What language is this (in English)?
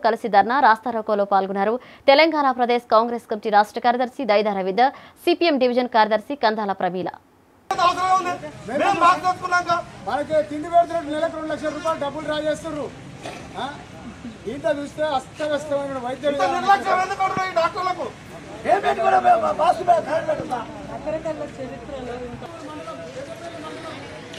Telugu